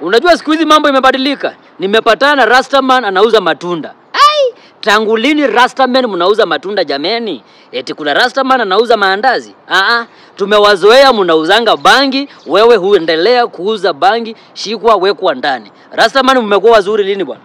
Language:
Swahili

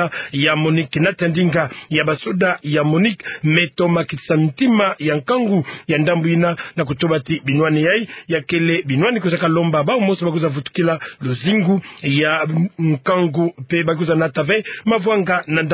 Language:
Kituba (Democratic Republic of Congo)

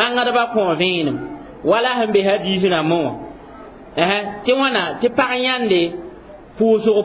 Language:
Mossi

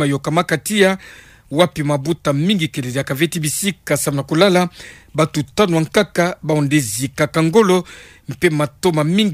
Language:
Kituba (Democratic Republic of Congo)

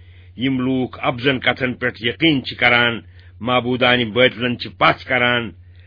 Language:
Kashmiri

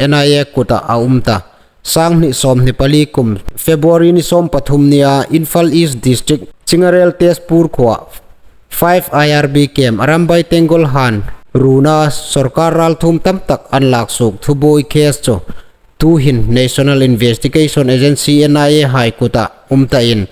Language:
Hmar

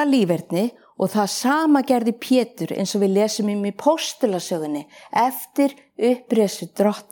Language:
Icelandic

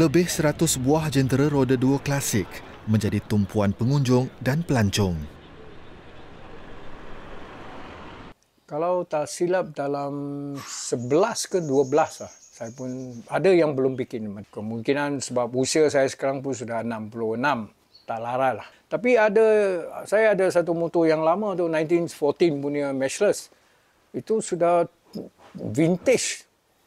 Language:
Malay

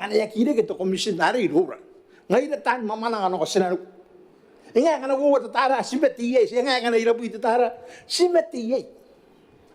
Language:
Gilbertese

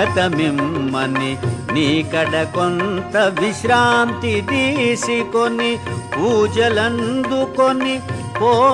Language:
Telugu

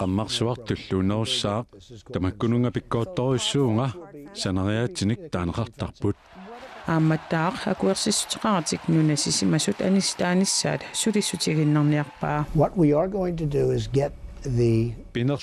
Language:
Kalaallisut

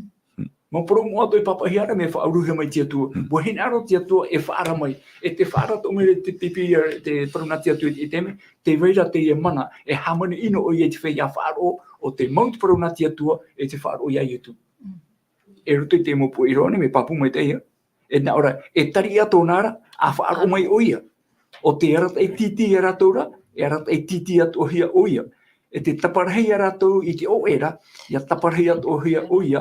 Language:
Tahitian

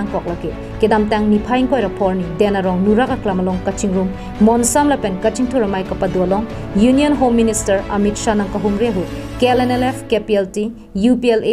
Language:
Karbi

